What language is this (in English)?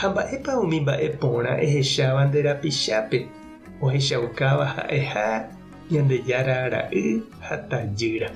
Guarani